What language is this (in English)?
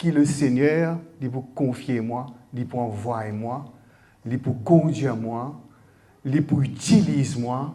Morisyen